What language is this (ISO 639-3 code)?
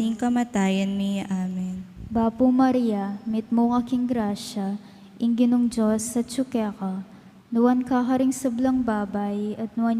pam